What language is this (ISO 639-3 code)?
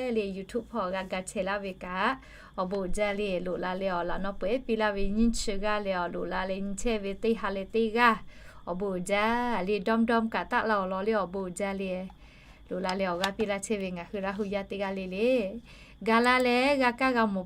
lhu